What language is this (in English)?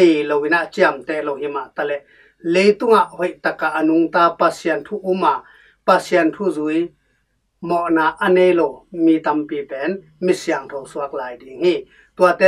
Tedim Chin